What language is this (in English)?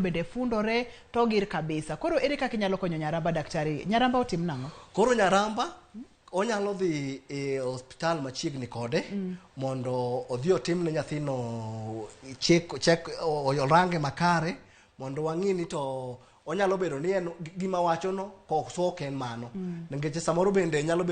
Luo (Kenya and Tanzania)